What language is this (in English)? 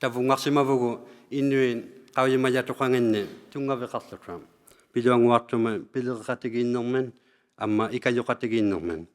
Inuktitut